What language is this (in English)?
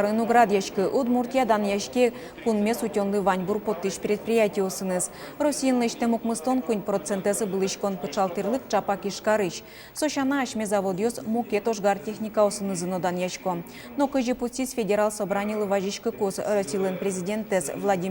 Udmurt